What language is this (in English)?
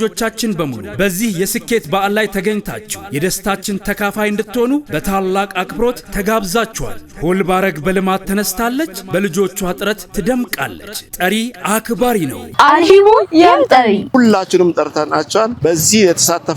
Amharic